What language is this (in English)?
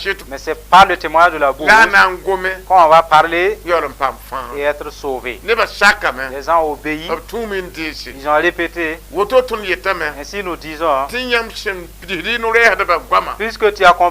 Mossi